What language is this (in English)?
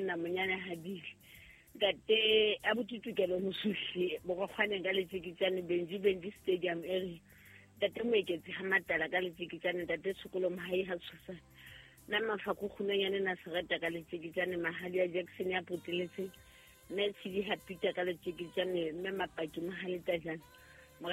Southern Sotho